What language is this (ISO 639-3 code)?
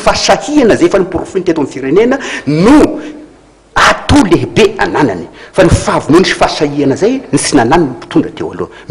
mlg